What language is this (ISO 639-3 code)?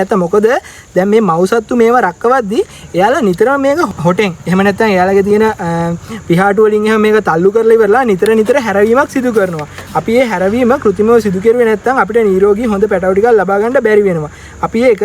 sin